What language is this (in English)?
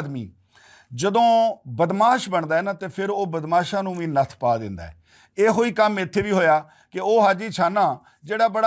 Western Panjabi